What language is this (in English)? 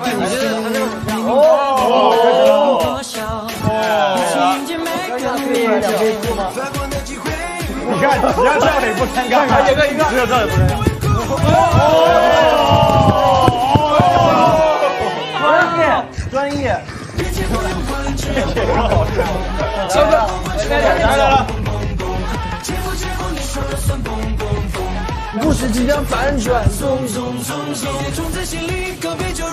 Chinese